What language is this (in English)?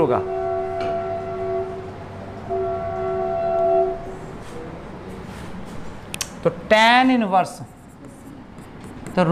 Hindi